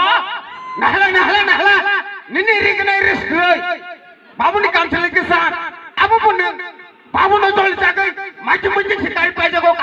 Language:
Kok Borok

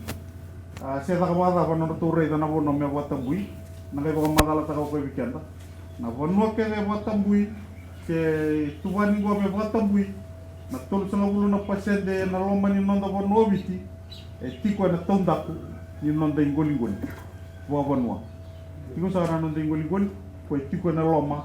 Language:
Fijian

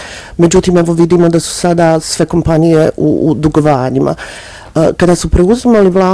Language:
Bosnian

